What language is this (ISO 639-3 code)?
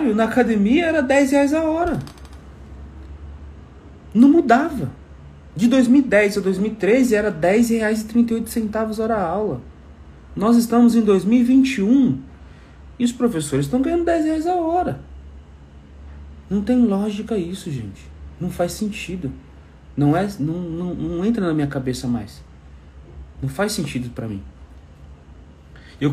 por